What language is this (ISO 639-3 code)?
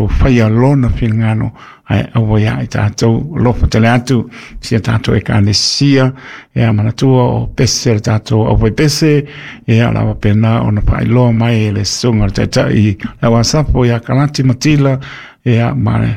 smo